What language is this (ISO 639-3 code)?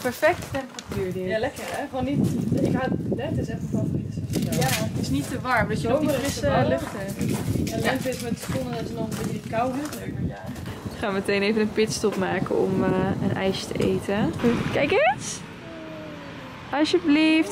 nld